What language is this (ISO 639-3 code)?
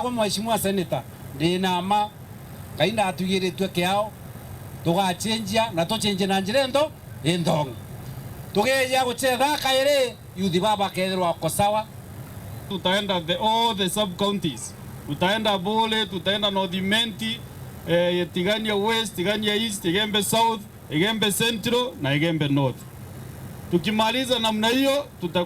mer